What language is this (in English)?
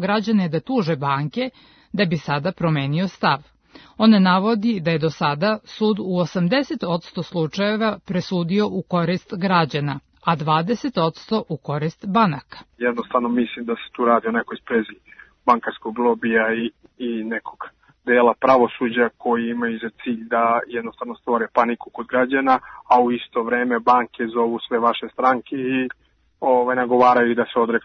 Serbian